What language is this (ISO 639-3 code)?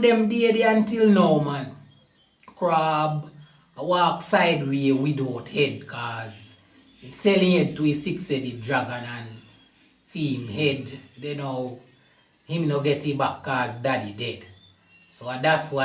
jam